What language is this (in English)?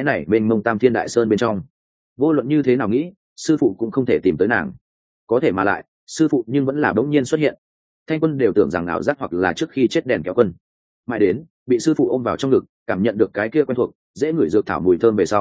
Vietnamese